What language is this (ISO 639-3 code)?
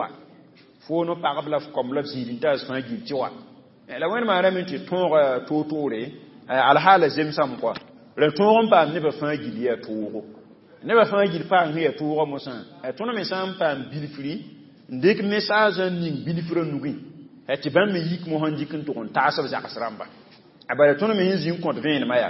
mos